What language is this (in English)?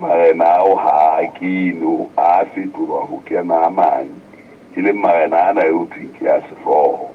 Southern Sotho